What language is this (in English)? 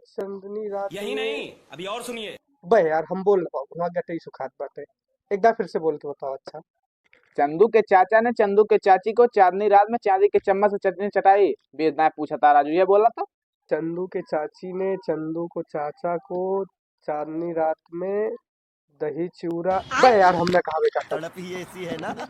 Awadhi